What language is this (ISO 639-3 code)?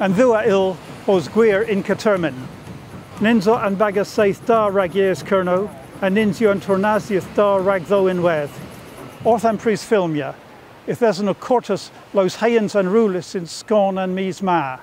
cor